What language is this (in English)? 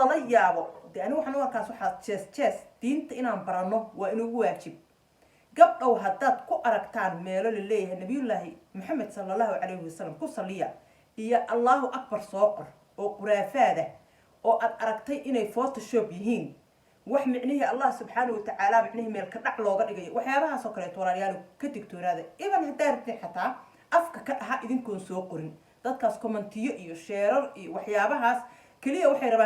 Somali